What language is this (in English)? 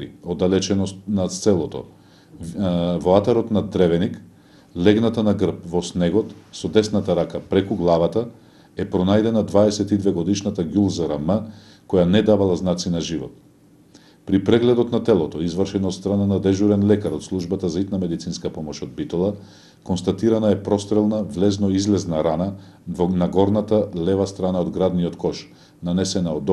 Macedonian